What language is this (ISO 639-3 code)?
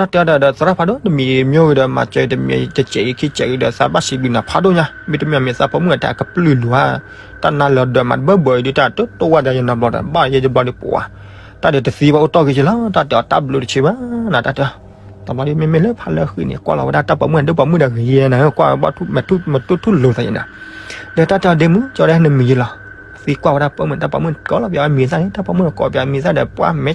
ksw